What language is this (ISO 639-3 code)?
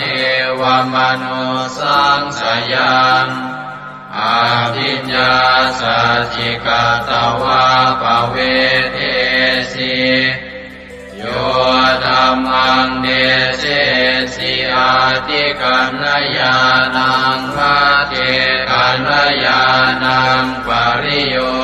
pli